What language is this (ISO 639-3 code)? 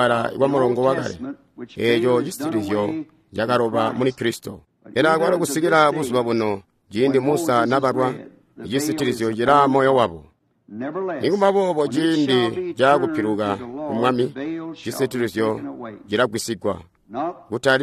toi